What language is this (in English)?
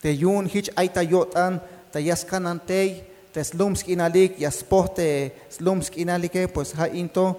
Tzeltal